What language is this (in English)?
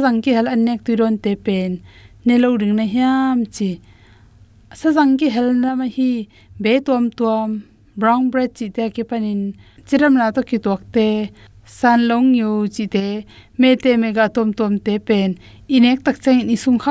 Tedim Chin